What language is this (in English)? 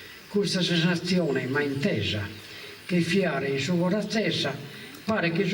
Sardinian